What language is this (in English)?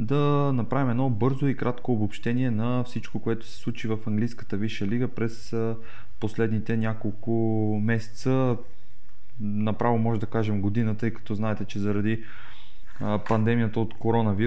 Bulgarian